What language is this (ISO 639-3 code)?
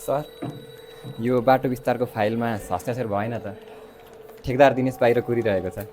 nep